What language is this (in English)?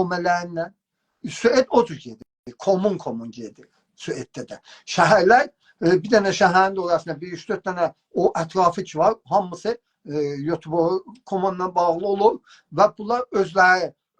South Azerbaijani